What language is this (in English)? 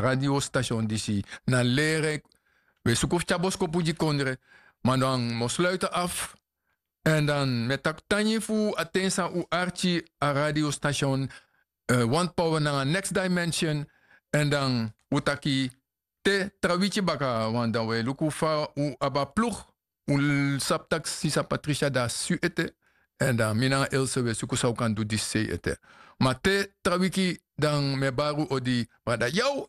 Sranan Tongo